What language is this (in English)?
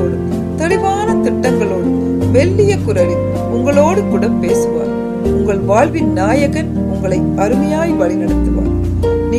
Tamil